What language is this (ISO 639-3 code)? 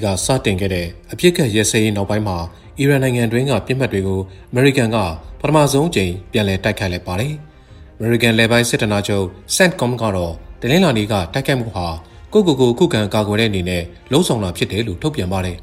mya